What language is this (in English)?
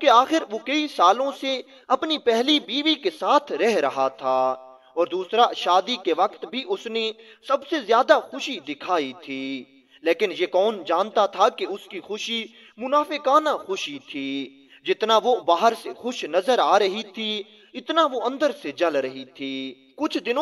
Urdu